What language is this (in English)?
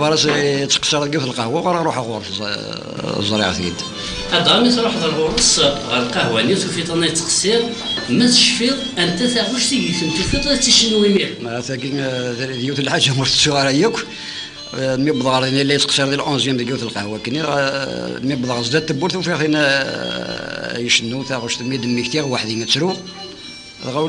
Kabyle